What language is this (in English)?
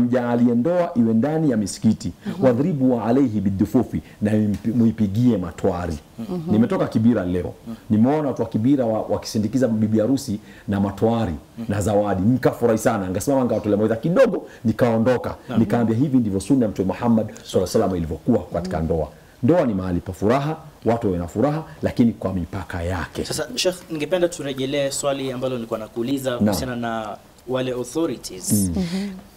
Swahili